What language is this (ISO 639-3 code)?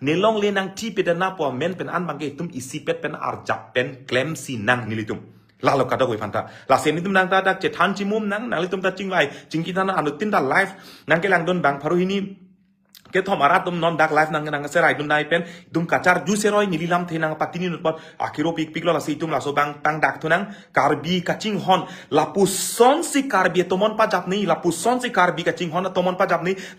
mjw